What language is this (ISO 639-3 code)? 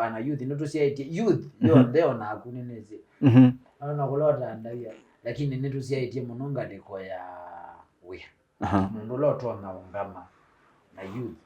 kam